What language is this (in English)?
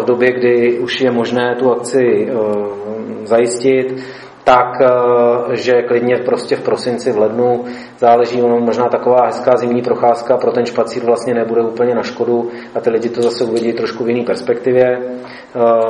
Czech